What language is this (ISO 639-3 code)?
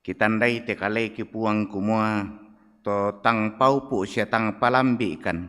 sda